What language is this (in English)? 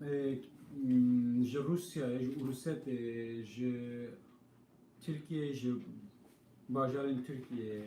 Kurdish